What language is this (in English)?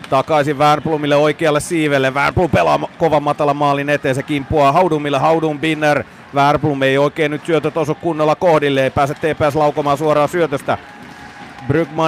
Finnish